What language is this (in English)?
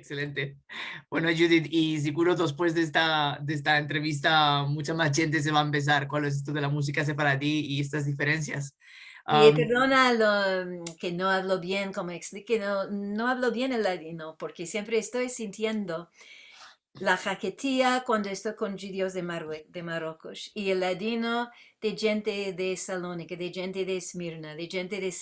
Ladino